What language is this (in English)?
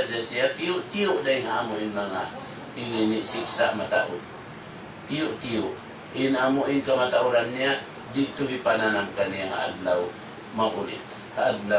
Tausug